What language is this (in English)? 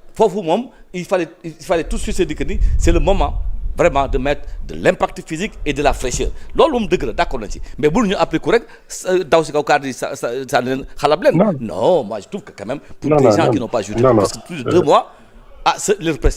Wolof